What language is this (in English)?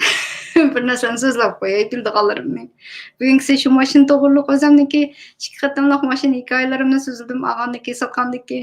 Uyghur